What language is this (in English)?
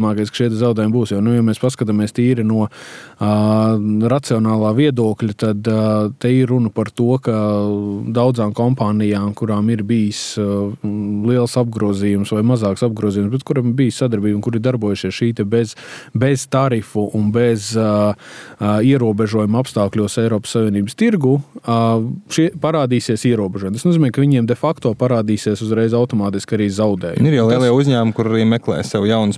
Latvian